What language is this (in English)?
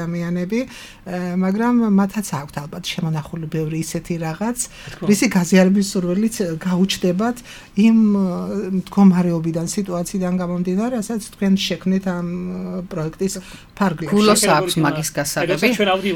Georgian